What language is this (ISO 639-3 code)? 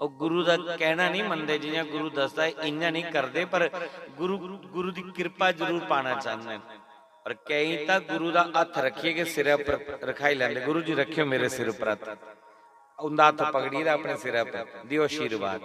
doi